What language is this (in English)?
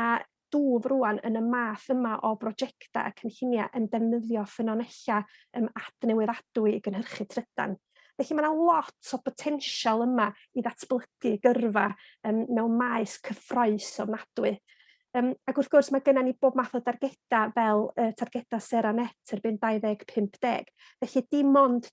Welsh